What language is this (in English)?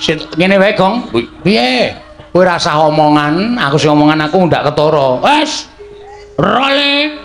Javanese